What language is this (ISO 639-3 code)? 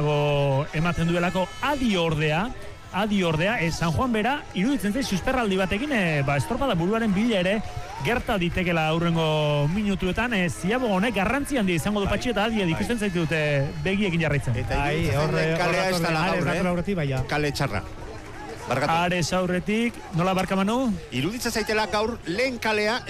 eus